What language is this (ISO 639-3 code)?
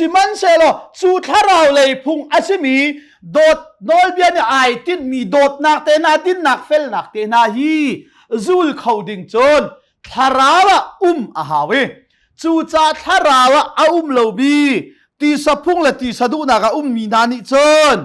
cnh